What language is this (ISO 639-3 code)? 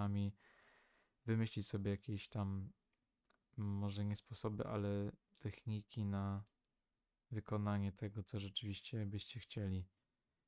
pol